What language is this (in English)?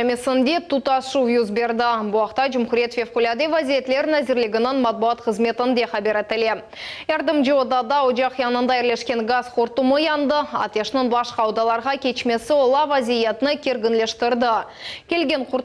Crimean Tatar